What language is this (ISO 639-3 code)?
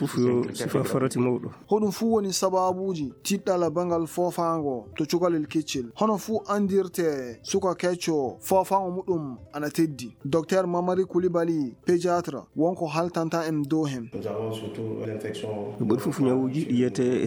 ful